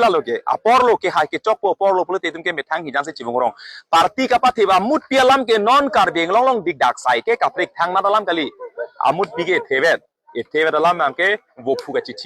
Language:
Karbi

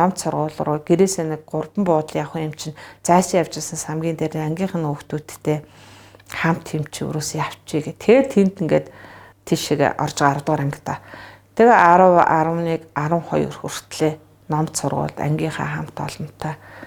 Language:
Mongolian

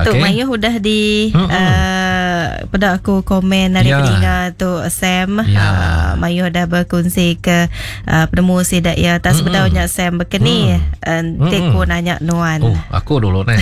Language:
Iban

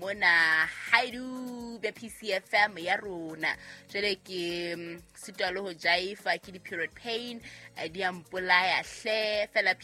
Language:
Southern Sotho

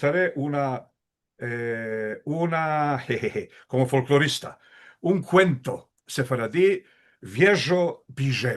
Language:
Ladino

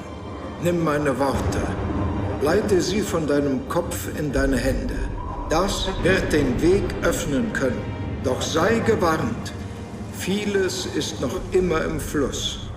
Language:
Bavarian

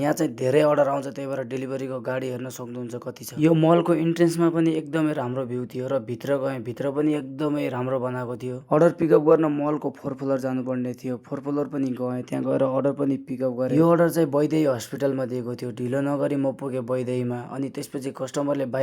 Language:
Nepali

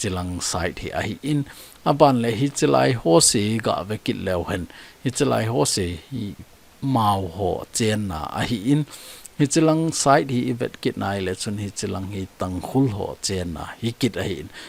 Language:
Thado Chin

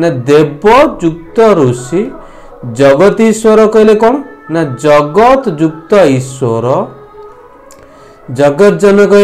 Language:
Odia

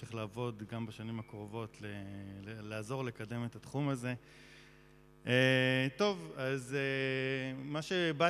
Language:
Hebrew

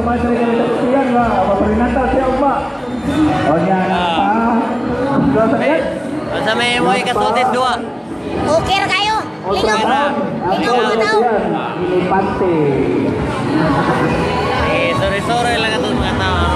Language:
Cebuano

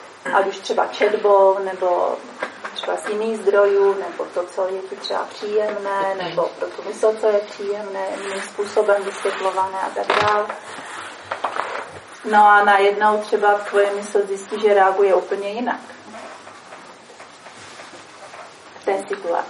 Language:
Czech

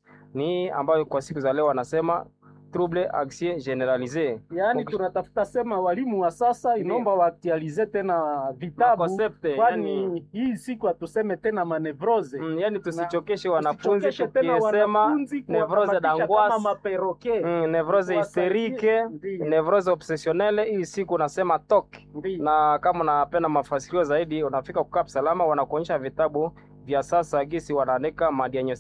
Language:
Swahili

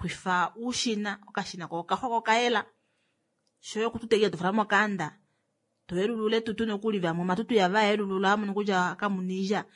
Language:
Kuanyama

